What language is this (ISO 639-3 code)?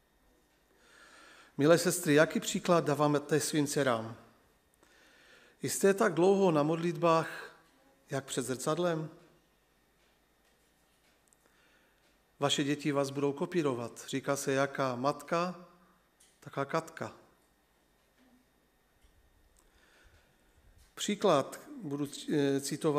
ces